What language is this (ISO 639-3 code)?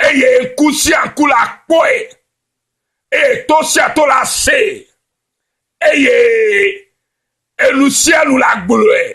ewe